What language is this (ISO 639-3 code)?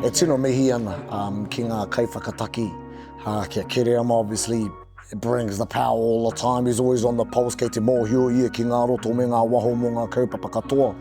mri